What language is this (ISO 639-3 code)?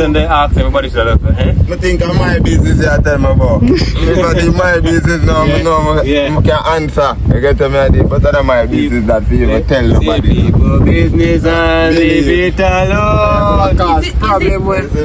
jam